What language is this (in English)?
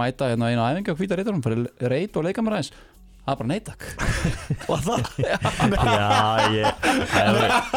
Icelandic